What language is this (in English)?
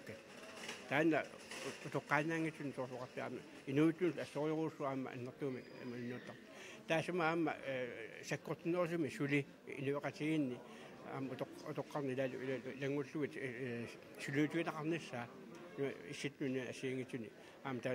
Kalaallisut